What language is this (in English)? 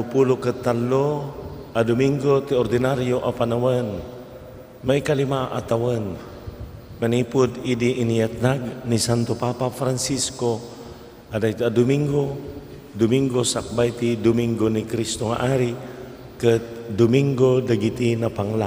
Iloko